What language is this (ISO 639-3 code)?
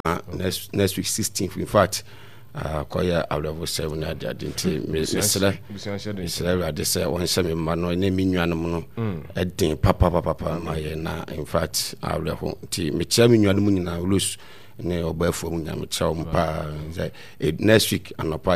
aka